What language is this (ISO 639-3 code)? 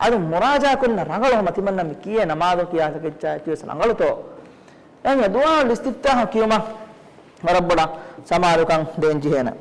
div